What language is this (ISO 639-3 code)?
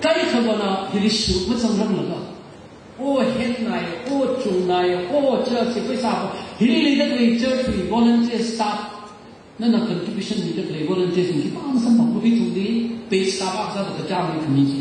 nmf